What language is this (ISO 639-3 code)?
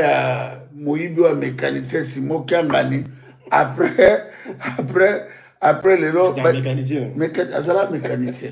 lin